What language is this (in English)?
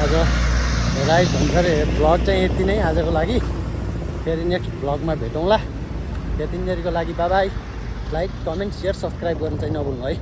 Nepali